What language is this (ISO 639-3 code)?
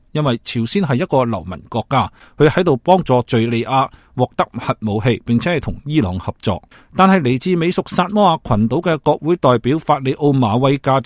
yue